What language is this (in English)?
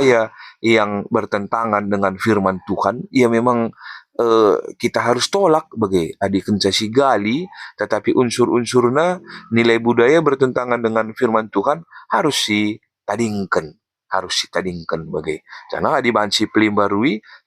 Batak Karo